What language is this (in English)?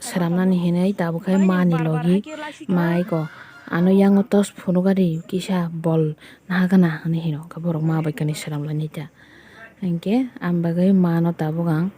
Kok Borok